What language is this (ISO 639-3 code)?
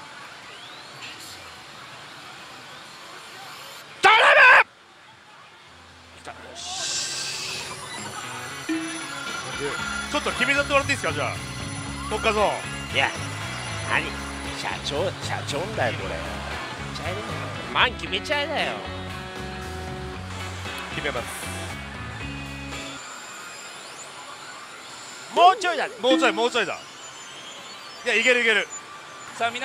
jpn